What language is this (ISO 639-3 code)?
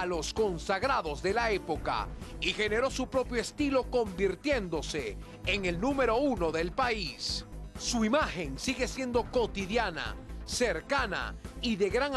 spa